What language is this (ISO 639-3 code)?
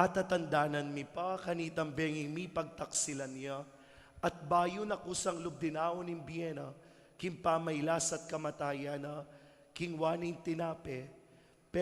pam